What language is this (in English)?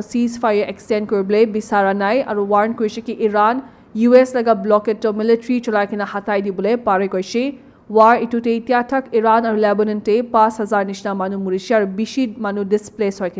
Naga Pidgin